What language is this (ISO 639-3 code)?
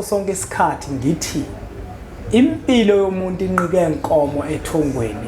zul